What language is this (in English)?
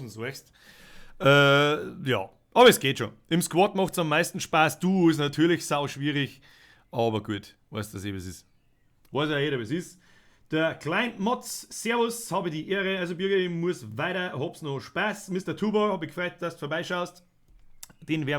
Bavarian